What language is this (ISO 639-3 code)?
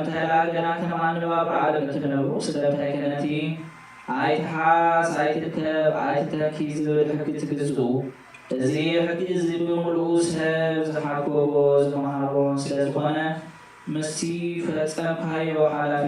tir